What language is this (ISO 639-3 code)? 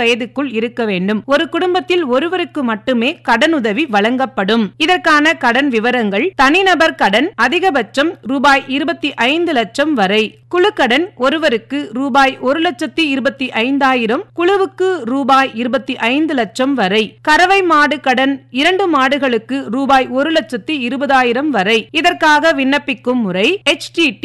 tam